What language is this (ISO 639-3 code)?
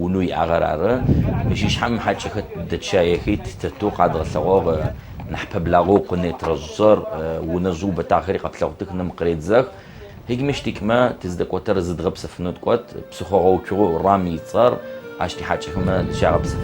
ady